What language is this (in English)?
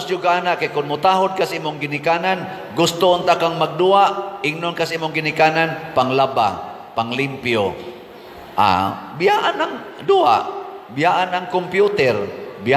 Cebuano